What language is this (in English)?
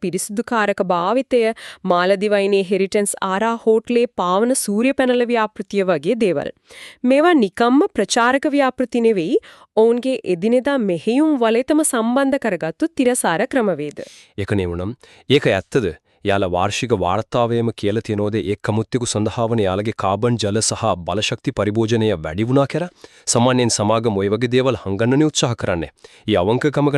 Sinhala